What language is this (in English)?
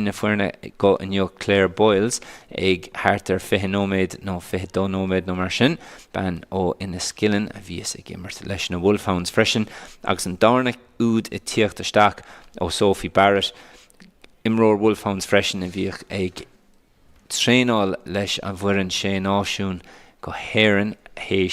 Irish